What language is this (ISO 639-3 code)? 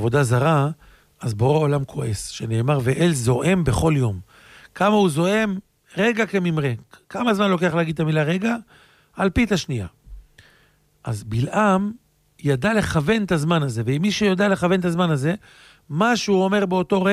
heb